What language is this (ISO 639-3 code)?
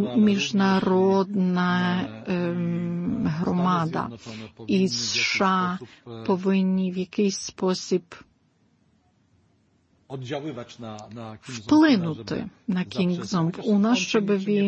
ukr